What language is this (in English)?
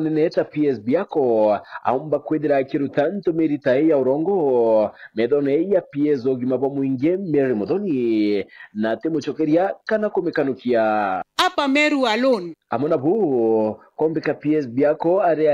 Meru